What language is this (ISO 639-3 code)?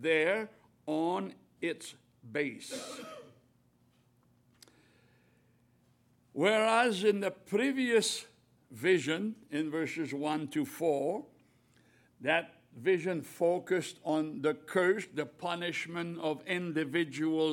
eng